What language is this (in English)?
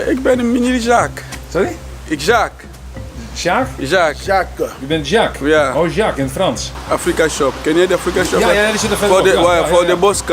Western Frisian